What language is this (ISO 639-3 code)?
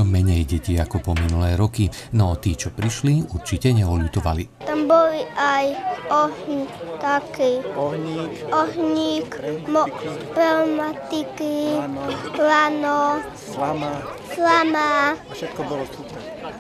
slk